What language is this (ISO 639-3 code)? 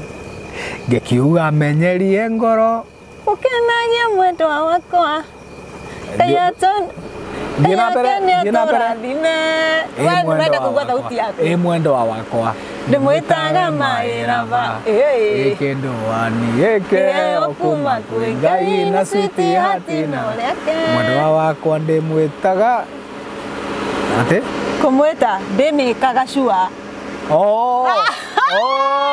kik